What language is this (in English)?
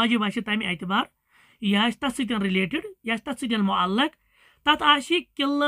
Kashmiri